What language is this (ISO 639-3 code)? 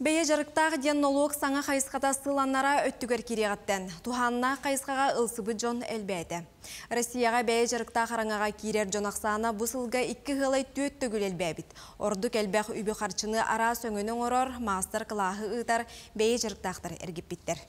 sah